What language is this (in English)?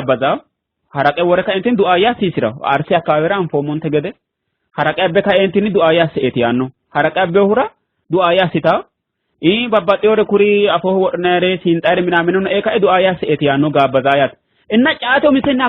Sidamo